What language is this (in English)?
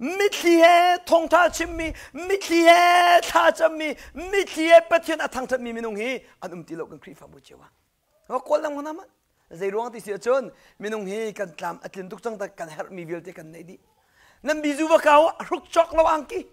Hakha Chin